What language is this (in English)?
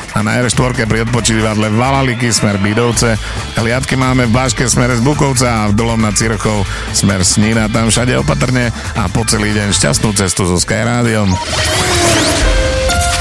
Slovak